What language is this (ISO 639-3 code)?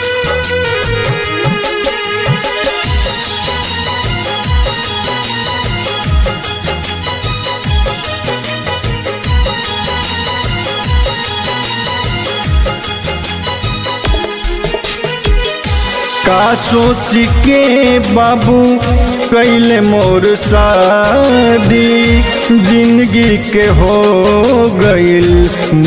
bho